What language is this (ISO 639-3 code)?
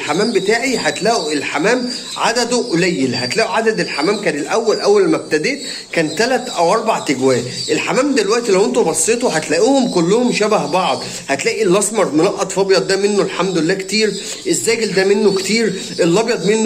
arz